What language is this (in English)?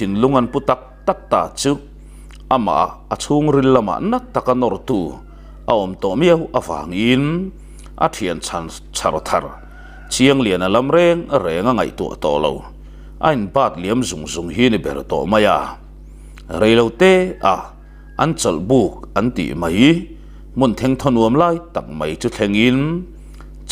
Mizo